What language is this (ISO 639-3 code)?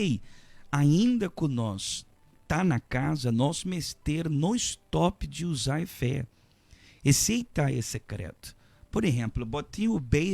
pap